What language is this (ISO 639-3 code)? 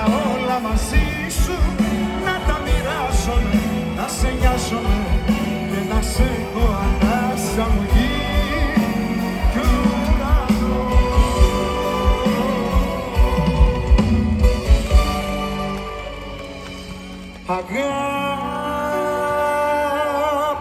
ell